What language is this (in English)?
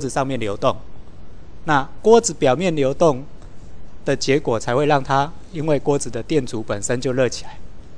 Chinese